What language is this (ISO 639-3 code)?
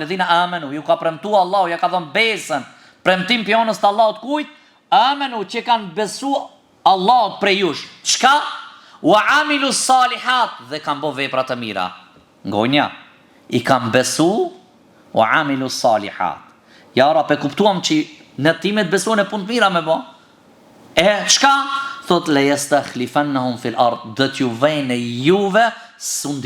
sqi